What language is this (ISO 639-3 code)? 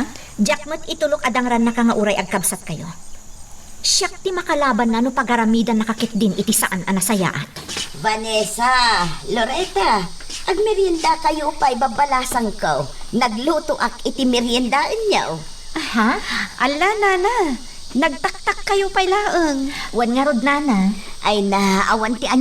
ilo